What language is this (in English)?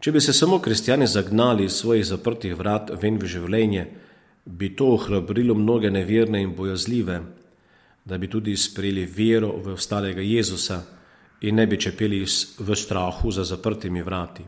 Slovenian